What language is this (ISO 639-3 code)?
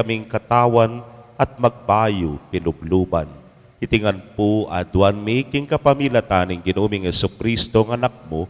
pam